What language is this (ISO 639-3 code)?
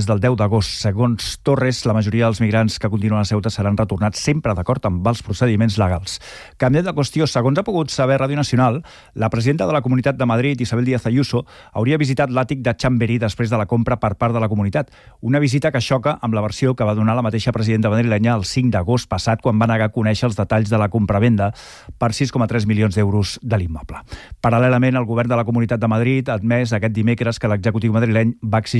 cat